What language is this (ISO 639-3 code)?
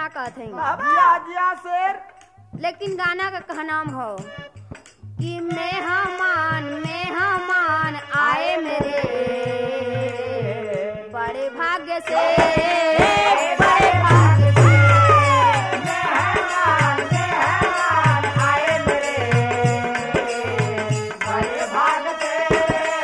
bho